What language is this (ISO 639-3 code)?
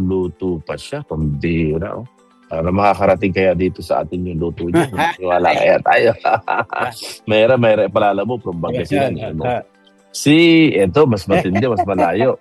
fil